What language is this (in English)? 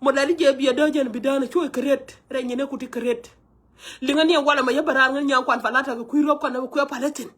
Nuer